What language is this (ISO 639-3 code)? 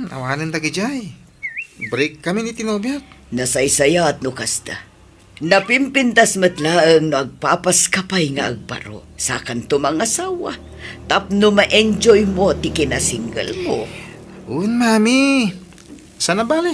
ilo